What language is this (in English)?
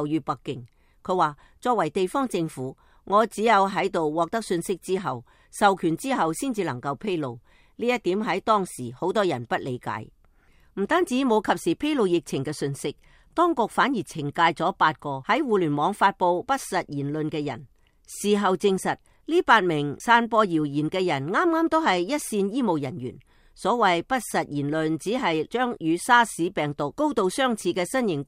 Cantonese